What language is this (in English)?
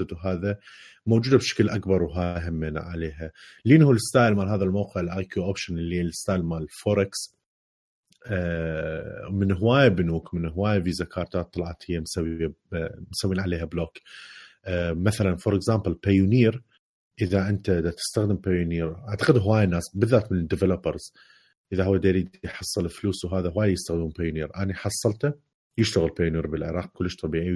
Mesopotamian Arabic